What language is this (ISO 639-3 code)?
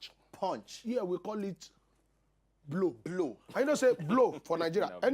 pcm